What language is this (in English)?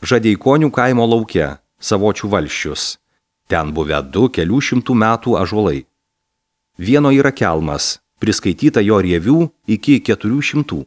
Lithuanian